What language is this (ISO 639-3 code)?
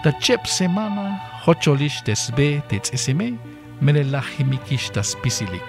tzh